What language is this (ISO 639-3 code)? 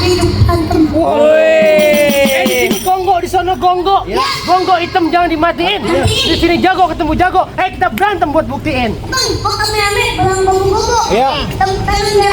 bew